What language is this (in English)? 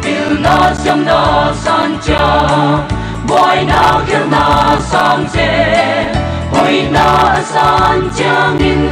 Paite Chin